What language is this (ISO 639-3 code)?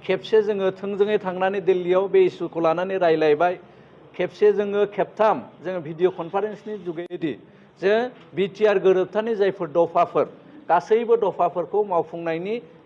brx